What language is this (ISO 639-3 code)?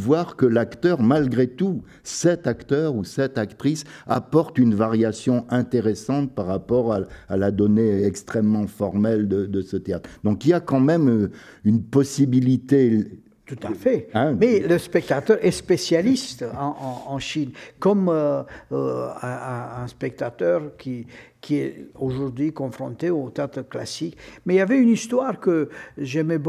fra